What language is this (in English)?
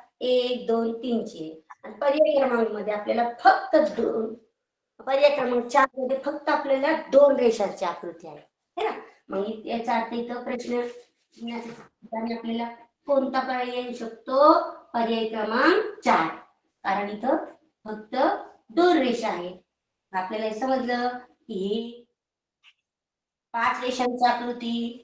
Marathi